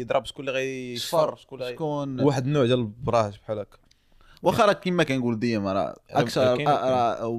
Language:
Moroccan Arabic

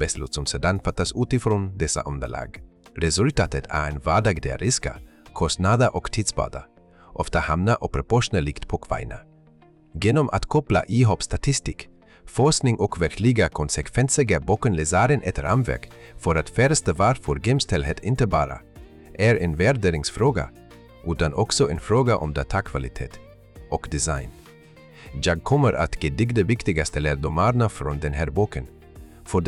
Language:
Swedish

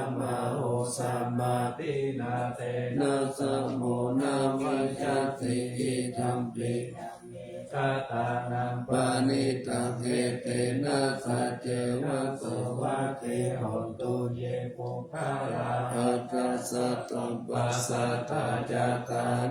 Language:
Pali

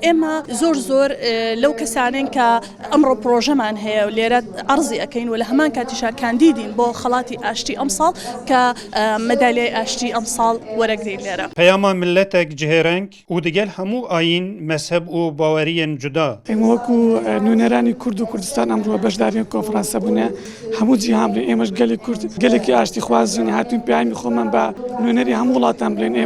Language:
Kurdish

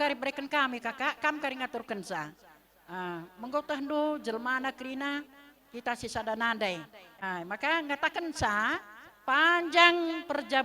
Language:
Batak Karo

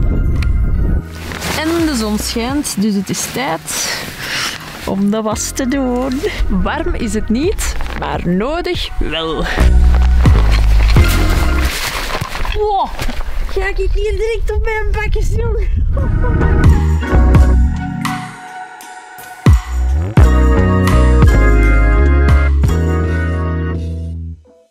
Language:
Dutch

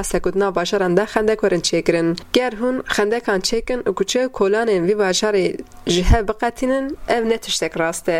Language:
Kurdish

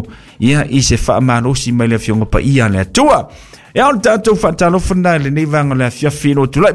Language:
Samoan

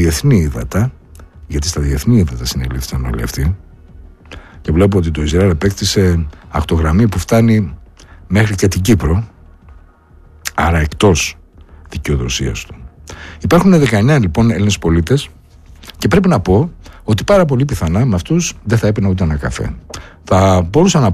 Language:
Greek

